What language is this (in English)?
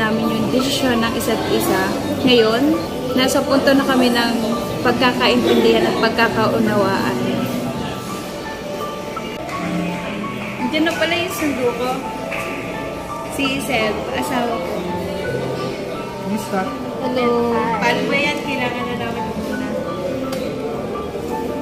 Filipino